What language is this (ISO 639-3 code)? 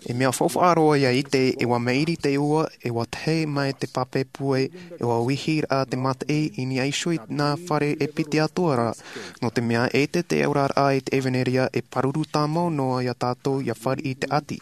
tah